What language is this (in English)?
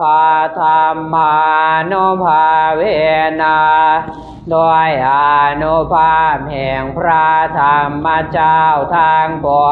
Pali